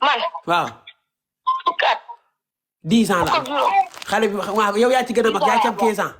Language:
Wolof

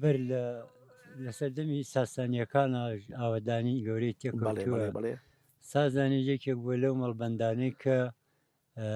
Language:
Central Kurdish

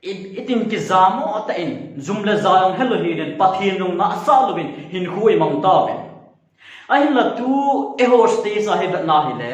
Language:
Thado Chin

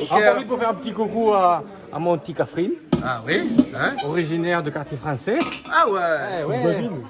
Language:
Réunion Creole French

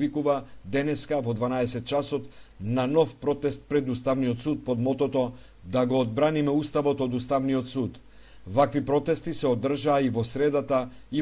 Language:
Macedonian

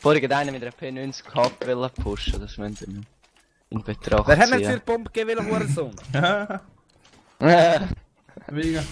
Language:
Swiss German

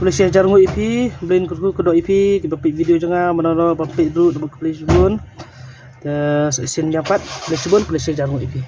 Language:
Khasi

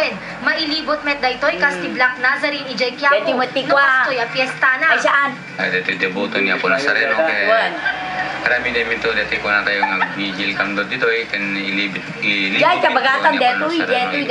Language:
Iloko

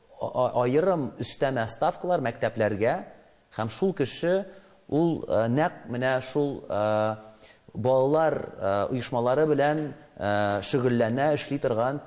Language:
Tatar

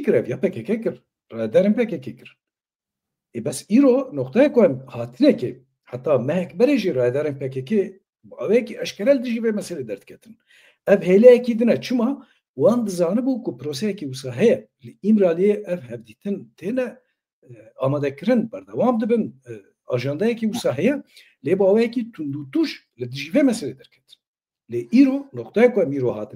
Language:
Kurdish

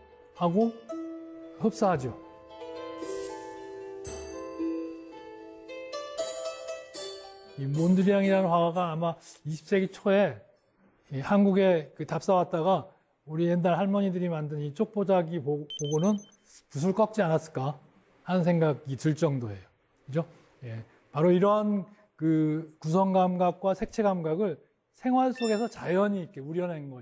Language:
Korean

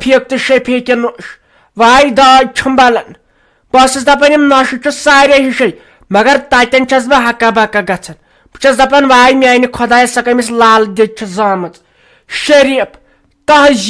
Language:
Kashmiri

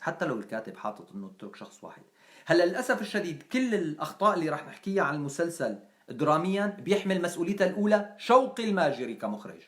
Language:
North Levantine Arabic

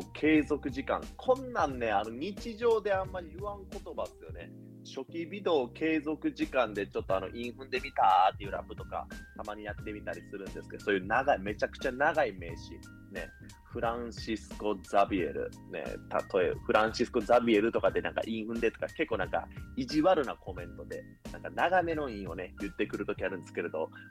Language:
Japanese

